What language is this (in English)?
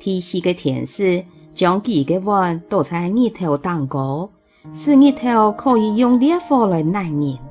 Hakka Chinese